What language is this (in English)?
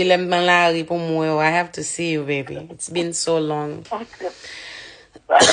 Haitian Creole